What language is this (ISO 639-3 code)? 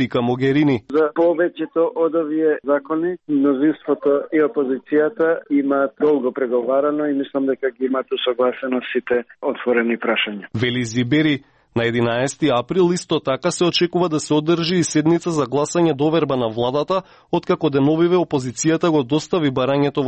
mkd